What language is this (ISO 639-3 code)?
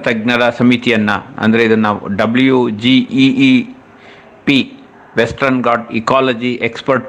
kan